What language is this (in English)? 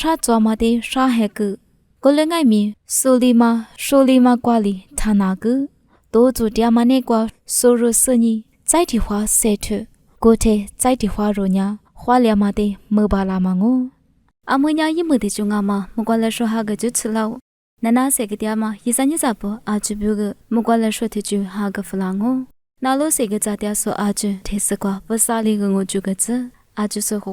Lisu